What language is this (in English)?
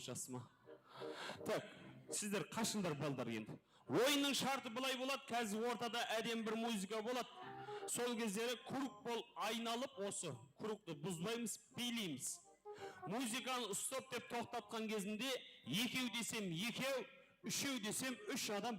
Kara-Kalpak